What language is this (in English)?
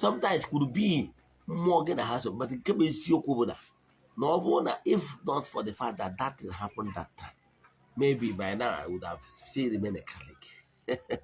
Igbo